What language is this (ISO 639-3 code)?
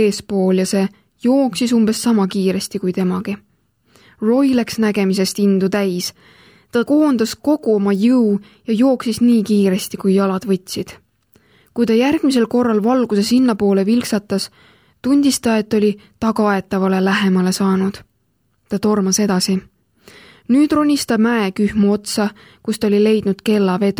est